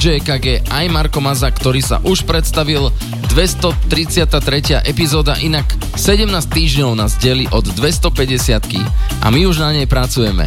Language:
Slovak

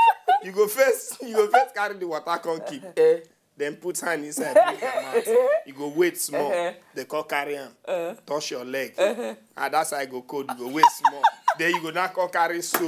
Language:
Nigerian Pidgin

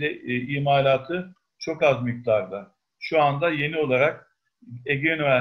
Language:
Turkish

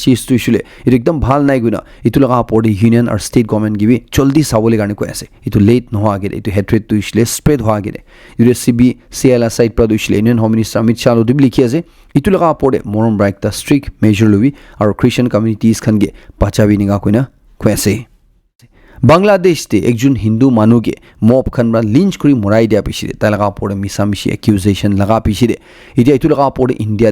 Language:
Naga Pidgin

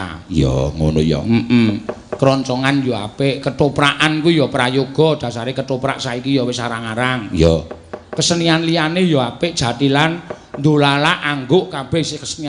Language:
Javanese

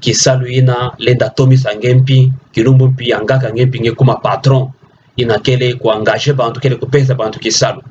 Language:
Kituba (Democratic Republic of Congo)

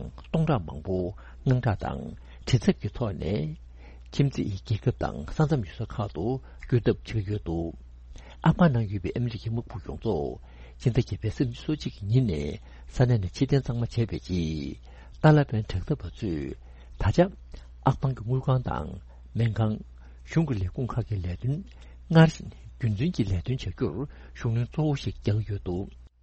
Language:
Tibetan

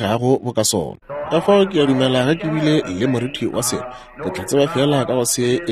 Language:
Northern Sotho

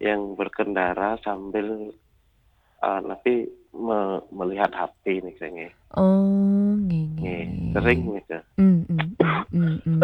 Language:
Balinese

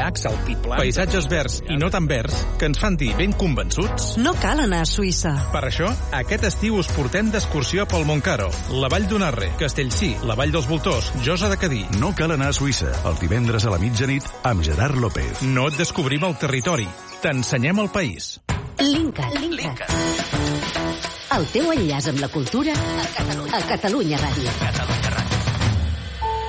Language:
Catalan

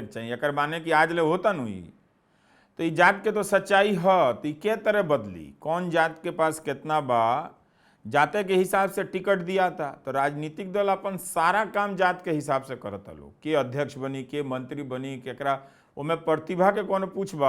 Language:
Bhojpuri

